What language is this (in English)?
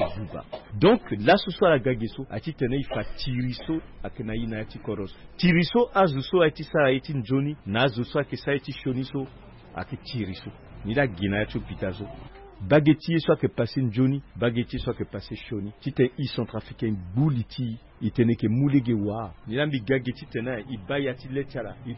Sango